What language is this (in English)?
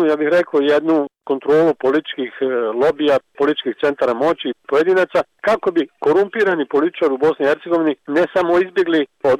Bosnian